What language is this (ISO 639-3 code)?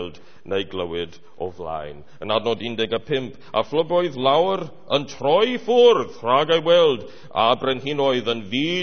cym